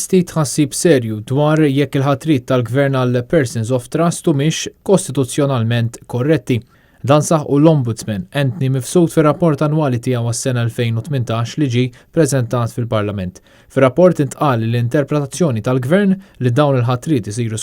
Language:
Maltese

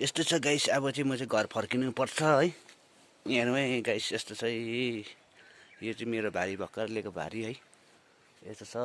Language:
Nepali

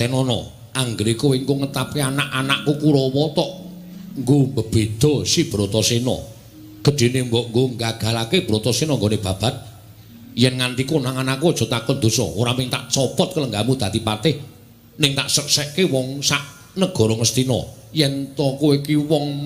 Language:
Javanese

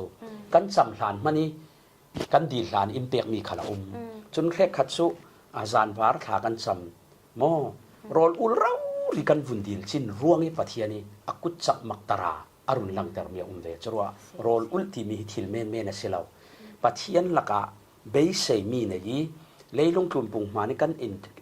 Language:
Falam Chin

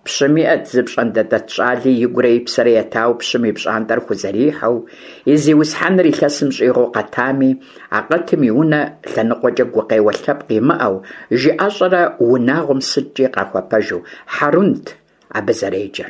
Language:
Kabardian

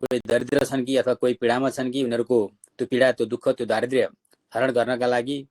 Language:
Nepali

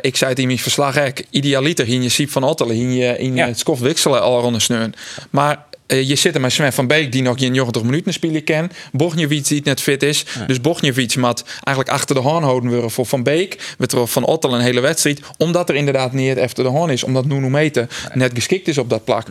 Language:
Western Frisian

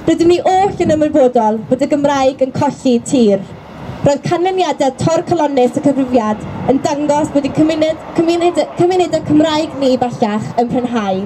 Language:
Welsh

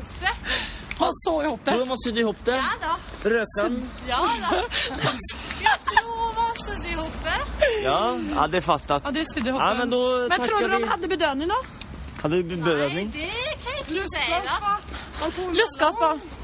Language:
Swedish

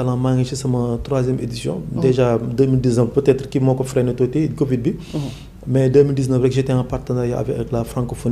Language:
Wolof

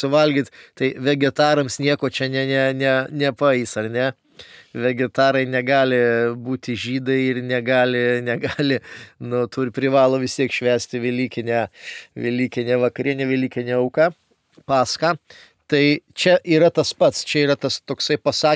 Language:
Lithuanian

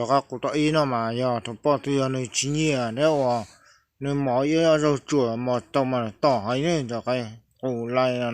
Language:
Hmong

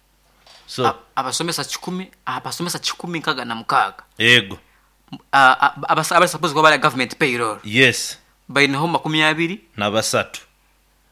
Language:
Nyoro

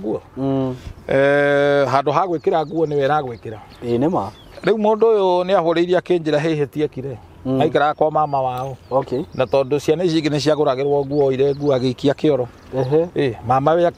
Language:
Kikuyu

